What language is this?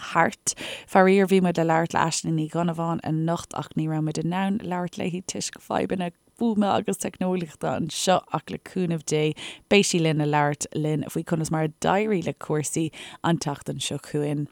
Irish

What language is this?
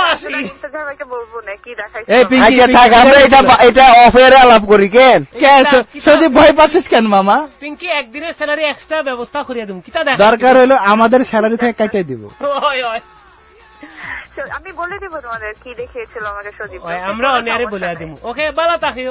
Bangla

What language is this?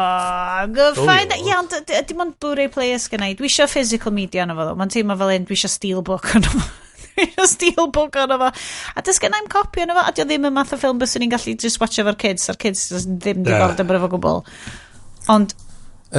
Welsh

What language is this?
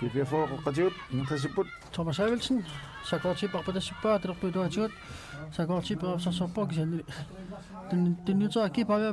Kalaallisut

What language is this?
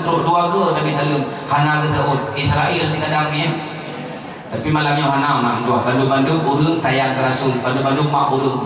Achinese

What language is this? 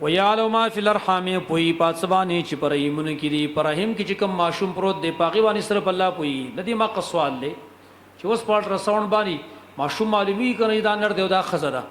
Pashto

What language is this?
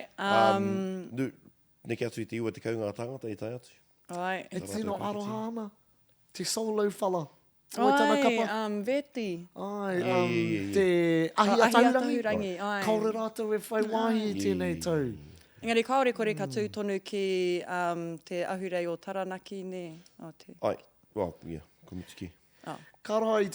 Māori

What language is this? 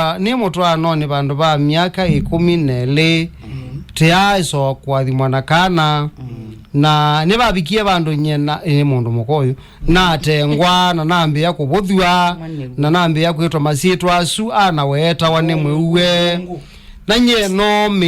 Kamba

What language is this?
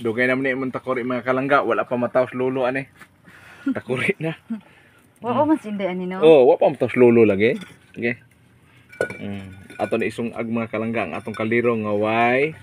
Cebuano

